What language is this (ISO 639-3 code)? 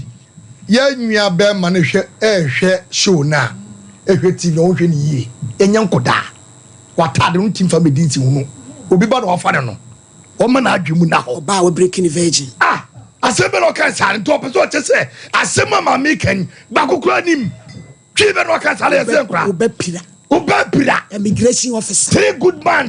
aka